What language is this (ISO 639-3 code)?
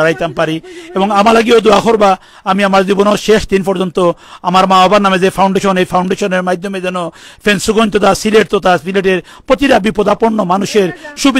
syl